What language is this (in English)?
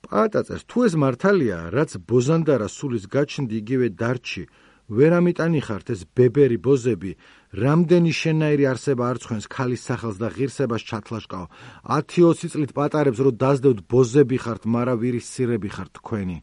Georgian